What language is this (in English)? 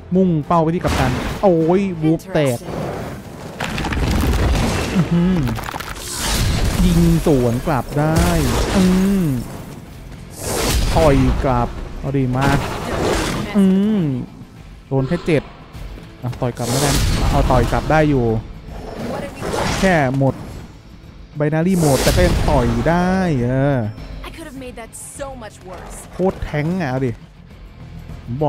Thai